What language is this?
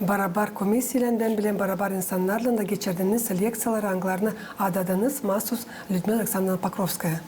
Gagauz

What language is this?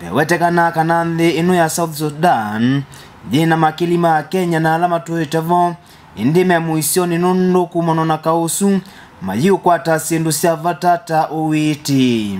Kamba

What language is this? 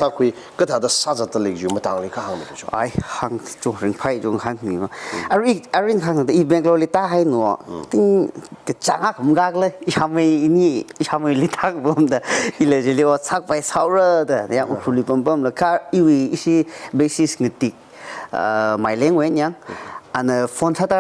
Tangkhul Naga (India)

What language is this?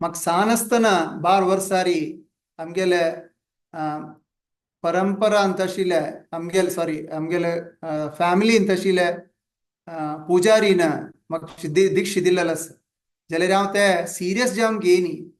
Konkani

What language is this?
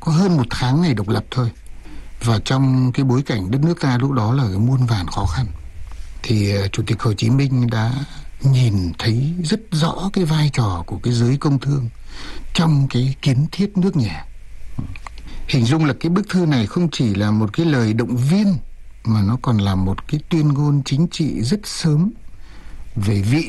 Vietnamese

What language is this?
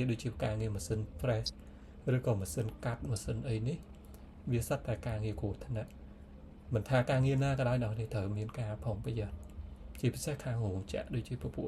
Khmer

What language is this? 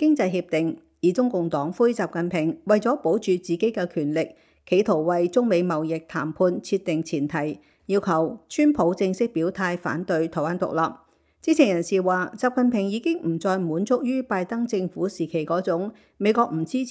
Cantonese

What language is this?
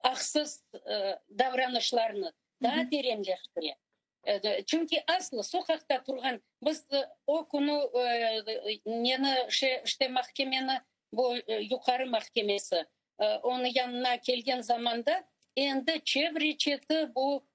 Crimean Tatar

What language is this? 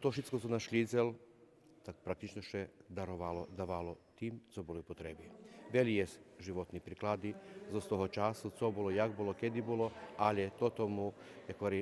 Rusyn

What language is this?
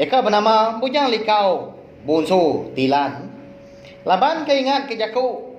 Iban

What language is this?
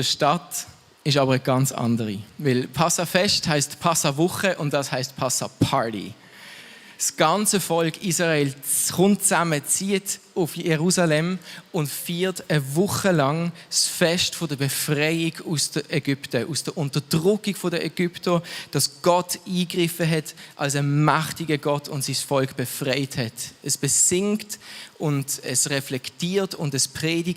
Swiss German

